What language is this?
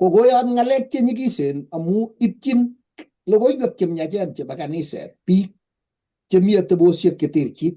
Kalenjin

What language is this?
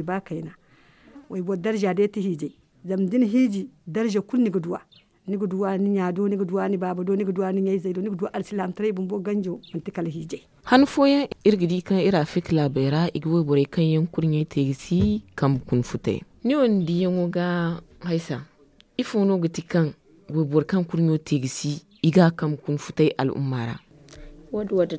Zarma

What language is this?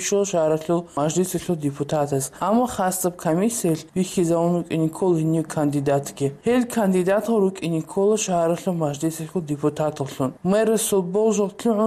Avaric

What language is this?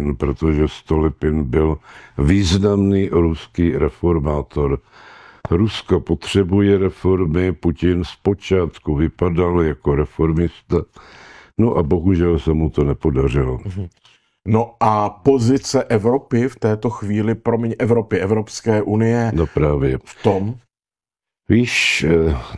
Czech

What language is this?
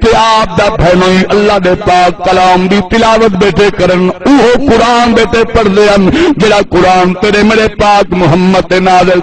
Saraiki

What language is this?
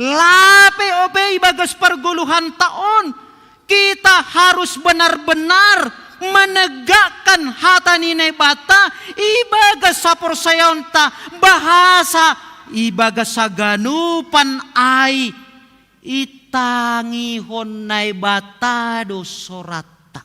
Batak Simalungun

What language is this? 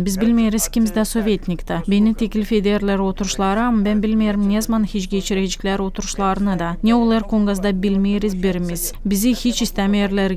Gagauz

